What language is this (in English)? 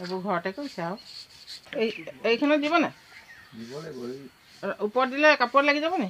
Assamese